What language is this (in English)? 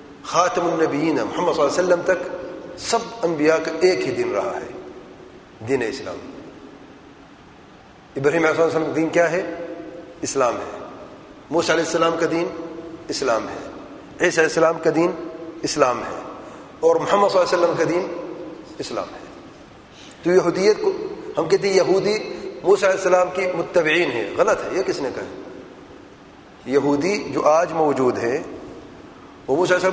Urdu